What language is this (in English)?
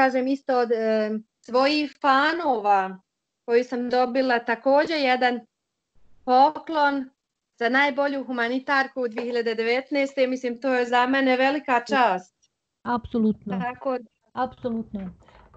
Bosnian